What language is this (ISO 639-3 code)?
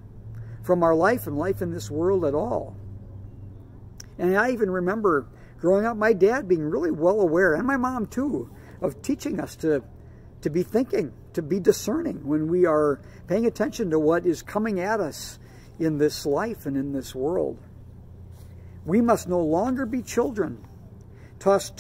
eng